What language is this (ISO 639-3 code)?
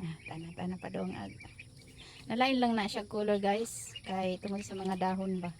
ceb